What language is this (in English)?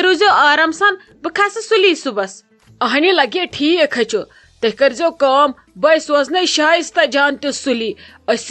Kashmiri